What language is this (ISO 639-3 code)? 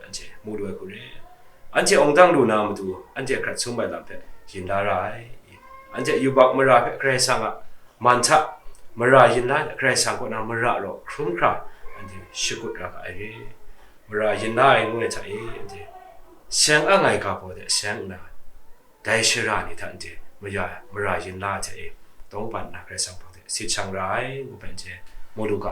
kac